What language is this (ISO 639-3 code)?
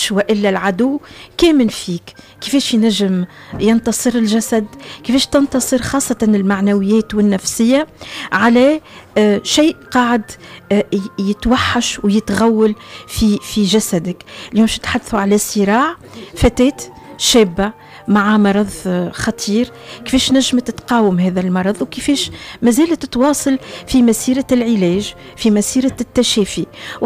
aeb